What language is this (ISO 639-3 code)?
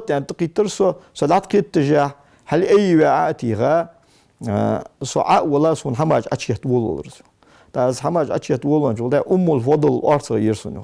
inh